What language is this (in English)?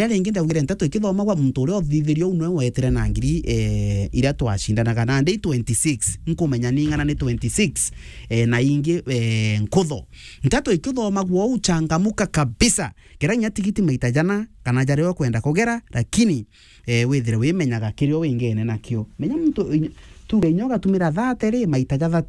Meru